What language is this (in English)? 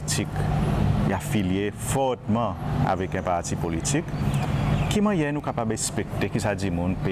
Seselwa Creole French